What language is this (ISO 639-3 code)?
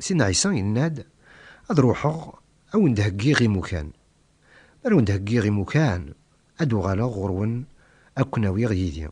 kab